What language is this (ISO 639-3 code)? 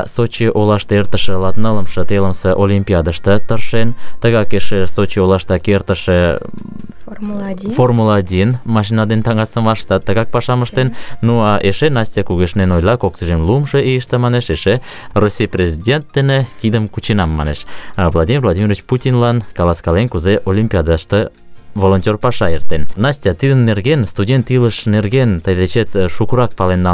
chm